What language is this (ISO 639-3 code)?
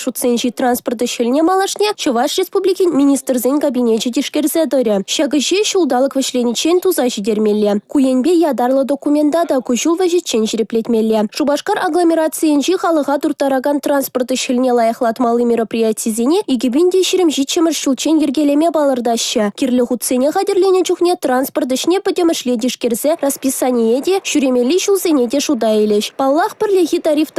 chv